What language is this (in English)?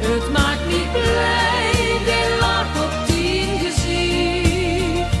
Limburgish